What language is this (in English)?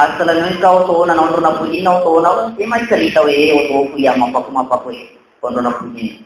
Buginese